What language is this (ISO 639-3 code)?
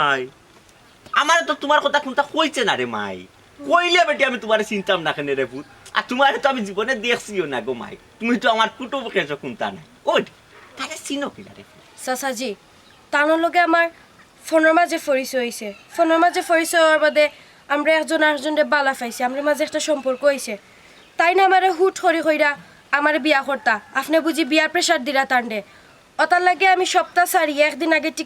syl